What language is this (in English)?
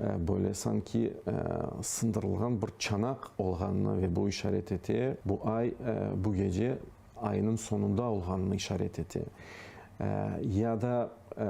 Crimean Tatar